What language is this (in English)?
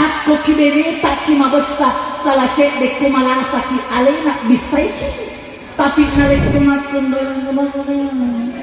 Buginese